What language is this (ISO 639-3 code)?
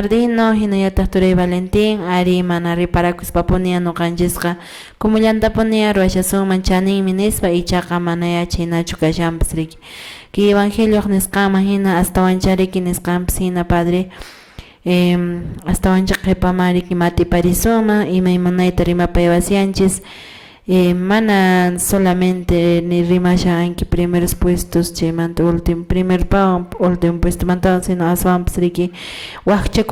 que